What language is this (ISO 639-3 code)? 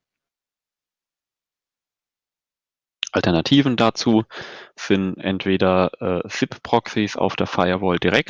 deu